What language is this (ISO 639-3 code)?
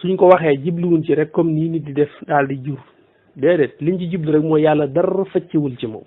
wol